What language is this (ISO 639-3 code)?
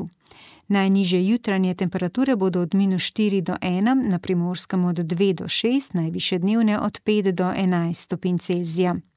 slv